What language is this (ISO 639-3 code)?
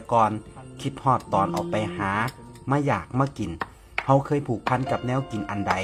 tts